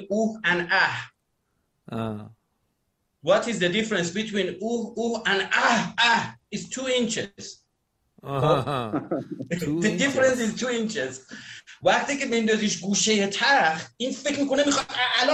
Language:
Persian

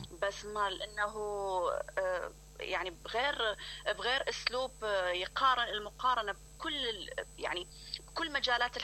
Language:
Mesopotamian Arabic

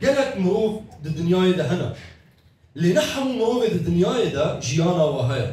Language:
Kurdish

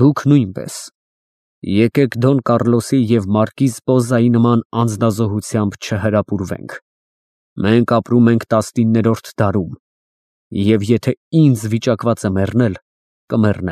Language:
Armenian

